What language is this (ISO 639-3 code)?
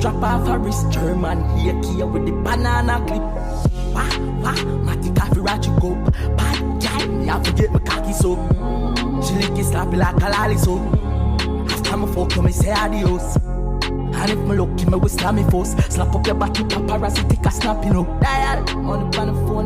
jam